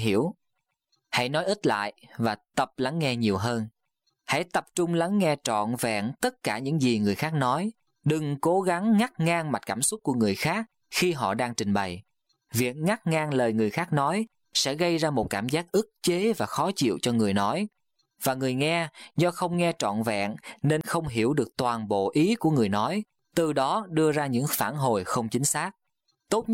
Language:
Vietnamese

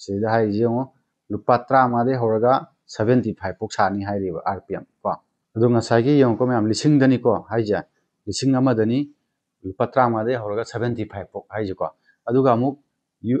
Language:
Manipuri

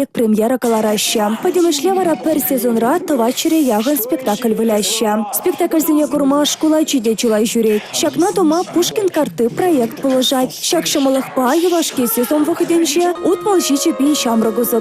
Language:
Chuvash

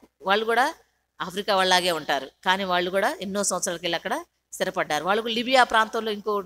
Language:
Telugu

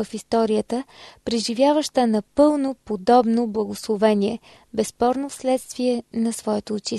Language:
Bulgarian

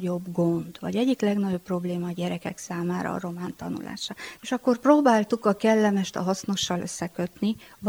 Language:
Hungarian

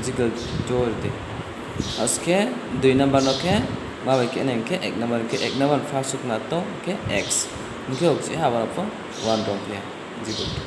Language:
Riang (India)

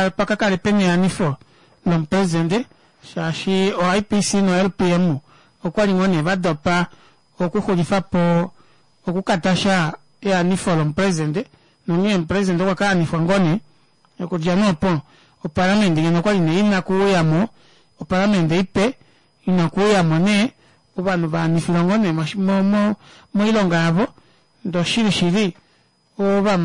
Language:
Kuanyama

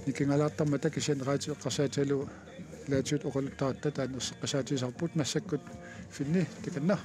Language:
Kalaallisut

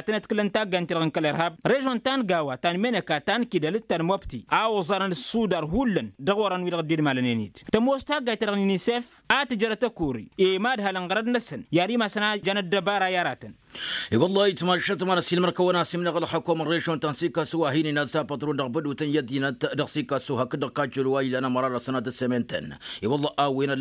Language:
Tamasheq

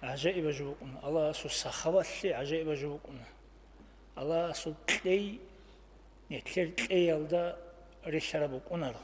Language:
Avaric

